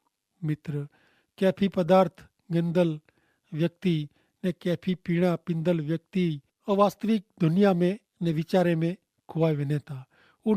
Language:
Kachhi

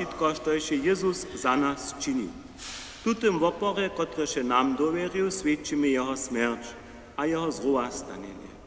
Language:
Upper Sorbian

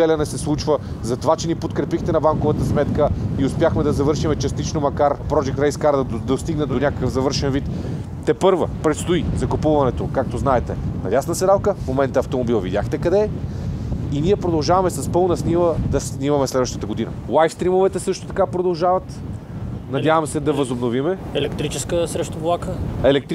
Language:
Bulgarian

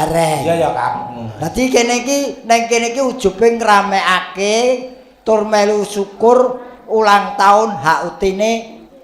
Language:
Javanese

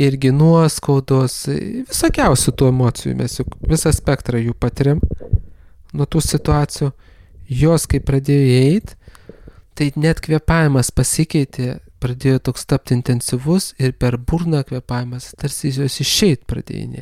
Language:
Lithuanian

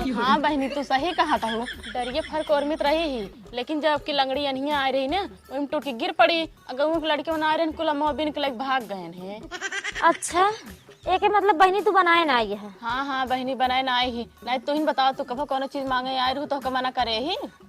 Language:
Awadhi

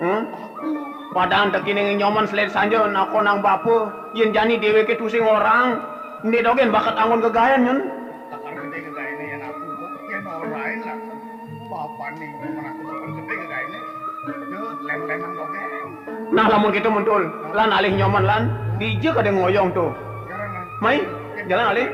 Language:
Balinese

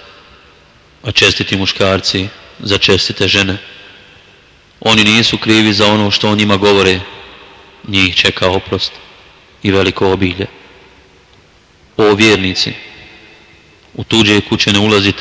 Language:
Bosnian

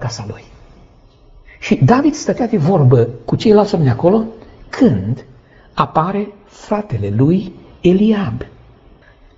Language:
Romanian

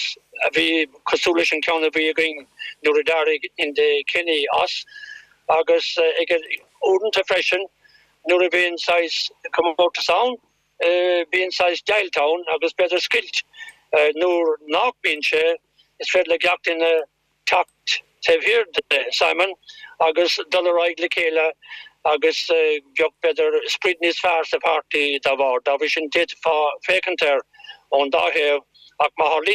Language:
Irish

